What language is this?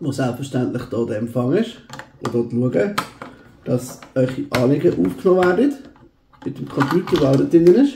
Swiss German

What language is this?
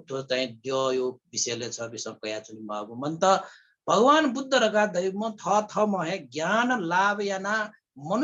Newari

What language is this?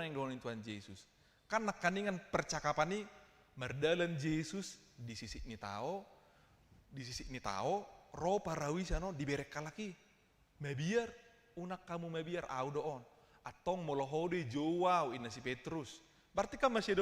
Batak Toba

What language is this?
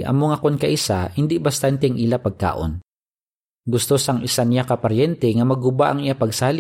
Hiligaynon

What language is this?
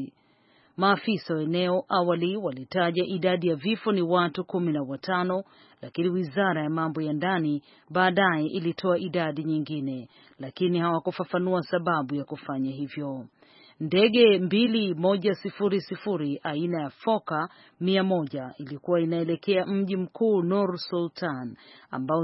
Swahili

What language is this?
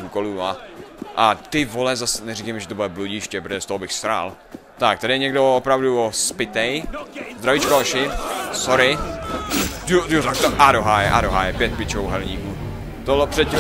Czech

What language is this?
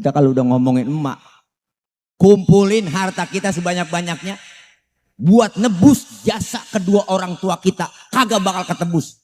Betawi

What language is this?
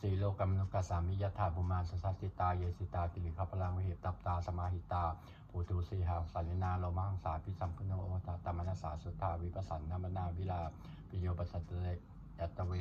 Pali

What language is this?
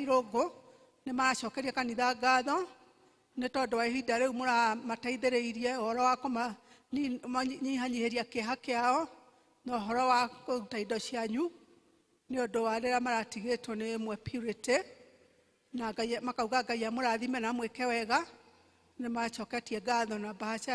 Kikuyu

